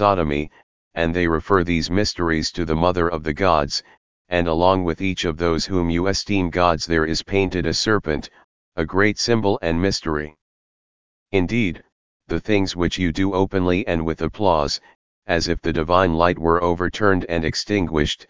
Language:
English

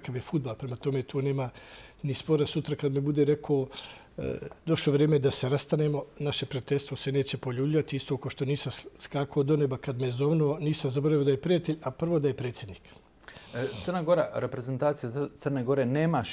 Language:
Bosnian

